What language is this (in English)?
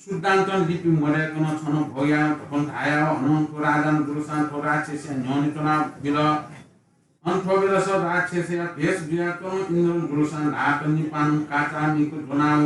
Newari